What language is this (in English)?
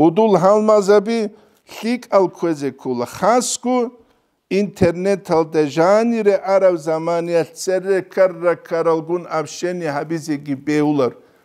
Avaric